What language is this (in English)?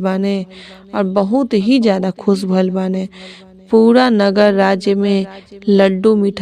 Bhojpuri